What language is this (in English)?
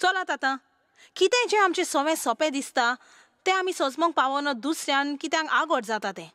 Konkani